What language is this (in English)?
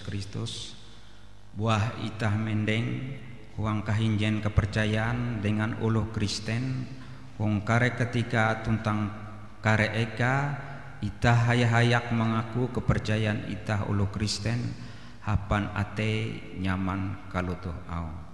Ngaju